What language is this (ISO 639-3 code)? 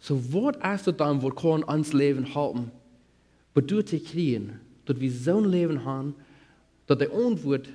pdt